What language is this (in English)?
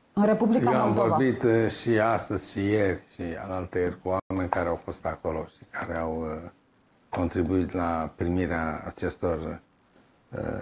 Romanian